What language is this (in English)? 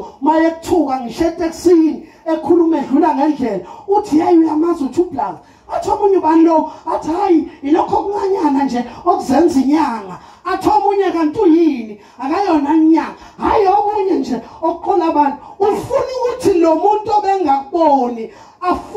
Zulu